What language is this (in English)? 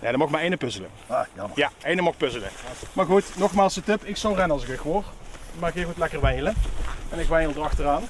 Limburgish